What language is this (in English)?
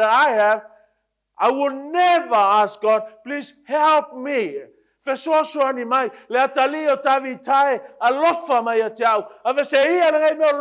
Samoan